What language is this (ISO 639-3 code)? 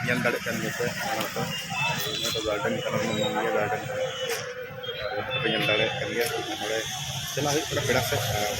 sat